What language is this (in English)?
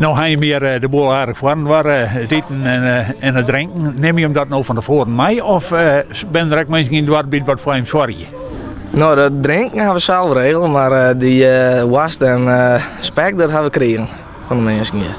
Western Frisian